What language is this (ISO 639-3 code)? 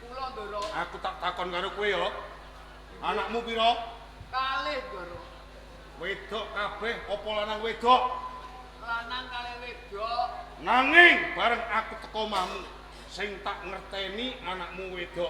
jav